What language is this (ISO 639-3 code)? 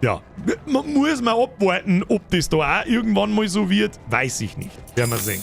bar